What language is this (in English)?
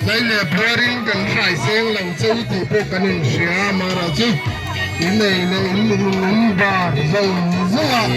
Mizo